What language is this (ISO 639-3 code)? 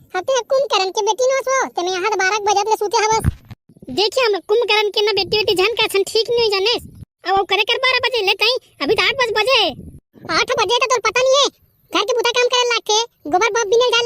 hne